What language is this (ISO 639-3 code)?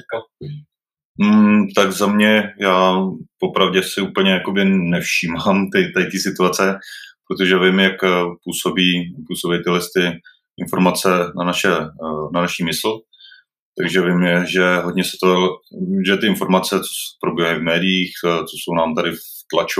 ces